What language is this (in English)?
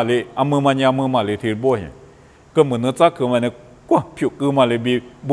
Lisu